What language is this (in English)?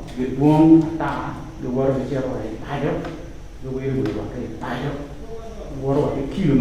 Acoli